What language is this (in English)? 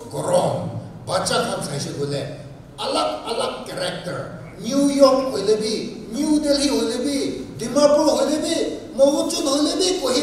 Naga Pidgin